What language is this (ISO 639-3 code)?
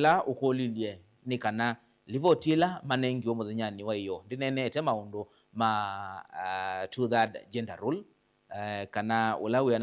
kam